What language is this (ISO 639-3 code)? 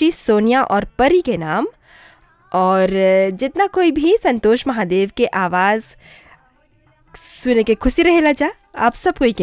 bho